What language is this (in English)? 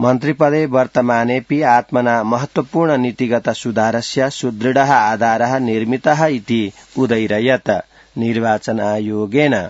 Sanskrit